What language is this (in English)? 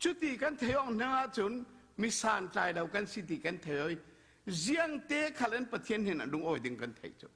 Falam Chin